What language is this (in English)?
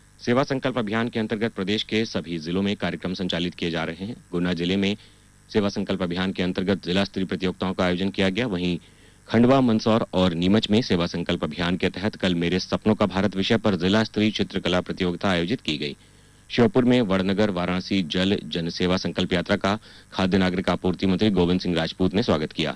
Hindi